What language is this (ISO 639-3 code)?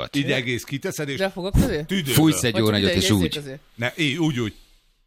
hun